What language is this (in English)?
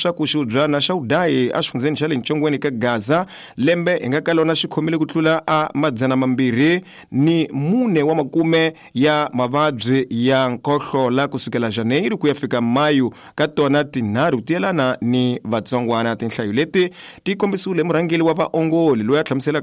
Tsonga